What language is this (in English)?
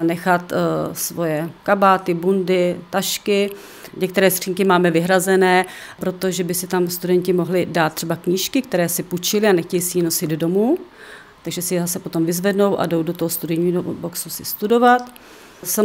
Czech